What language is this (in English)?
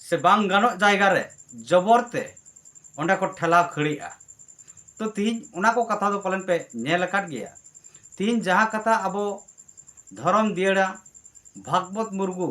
Santali